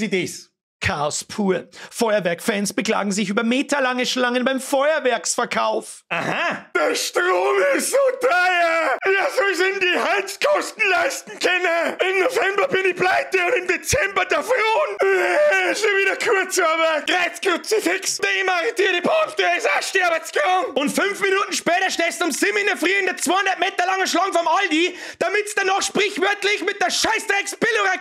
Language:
Bavarian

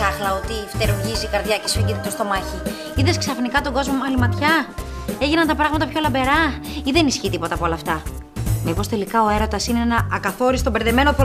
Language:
Greek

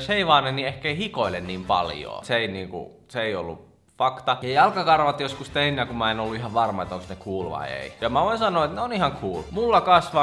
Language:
Finnish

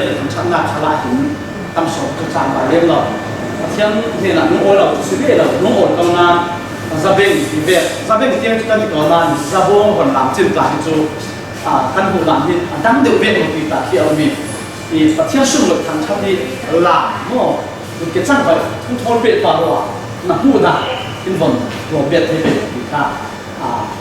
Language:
Falam Chin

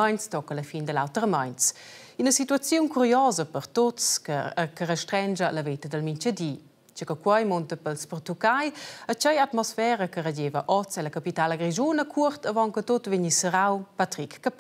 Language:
Romansh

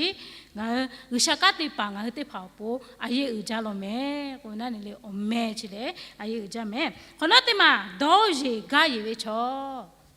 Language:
Lahu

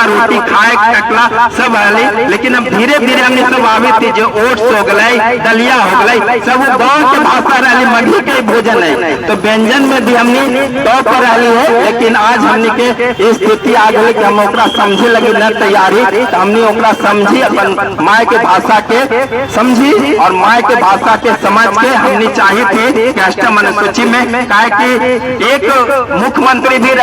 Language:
Magahi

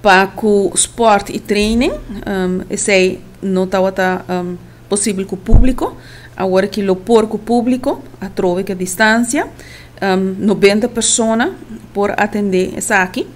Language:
Papiamento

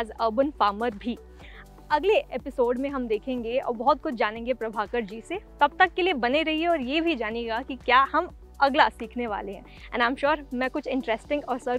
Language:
Hindi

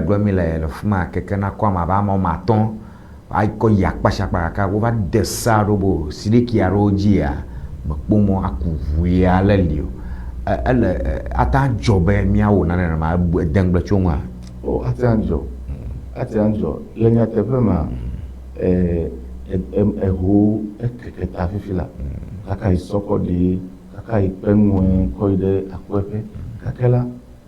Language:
Ewe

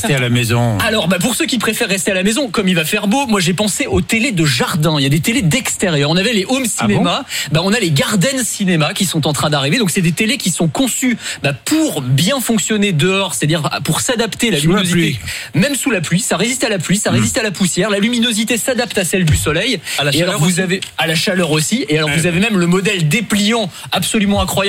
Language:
French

